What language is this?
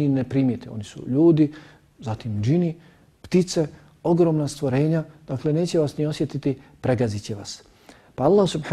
Bosnian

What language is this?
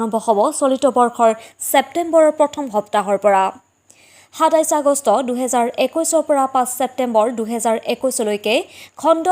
Assamese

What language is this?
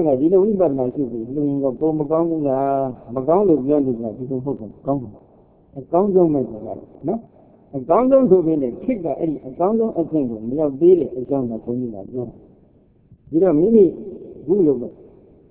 Burmese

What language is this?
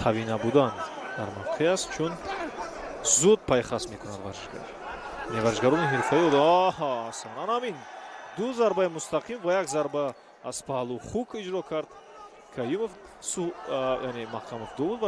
Tajik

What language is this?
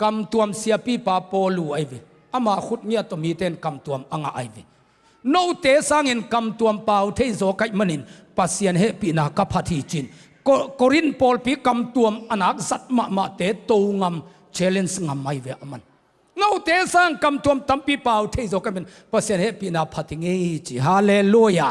Tedim Chin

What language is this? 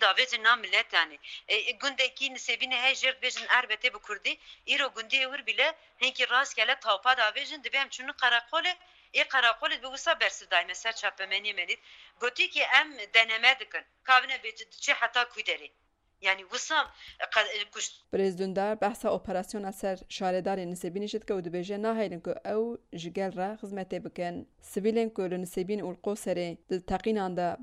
Kurdish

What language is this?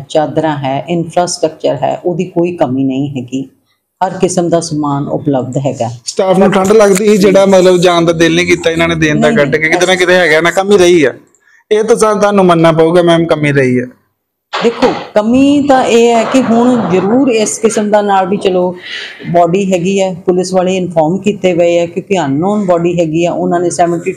Punjabi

